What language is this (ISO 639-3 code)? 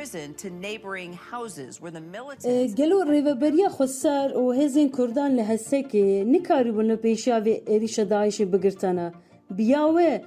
kur